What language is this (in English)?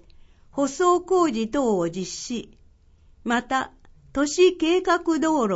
Japanese